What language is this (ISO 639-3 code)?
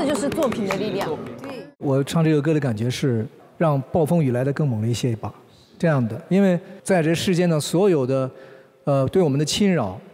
zho